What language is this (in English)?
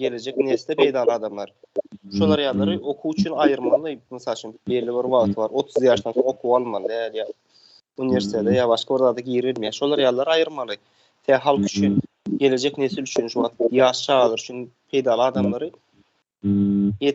Turkmen